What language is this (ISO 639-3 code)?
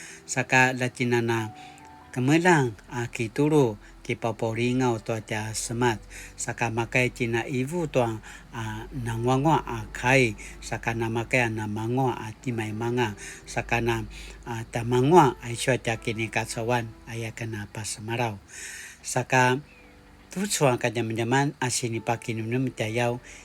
pwn